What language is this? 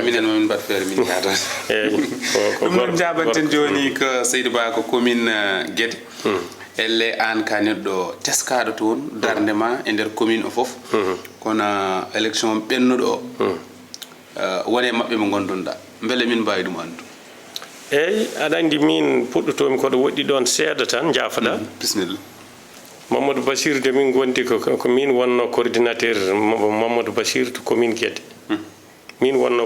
Fula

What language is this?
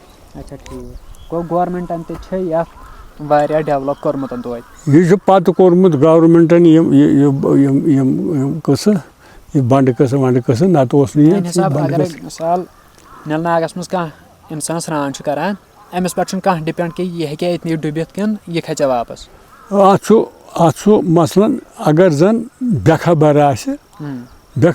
Kashmiri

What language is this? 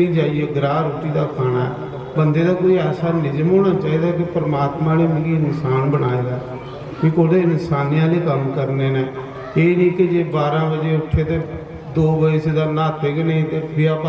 Dogri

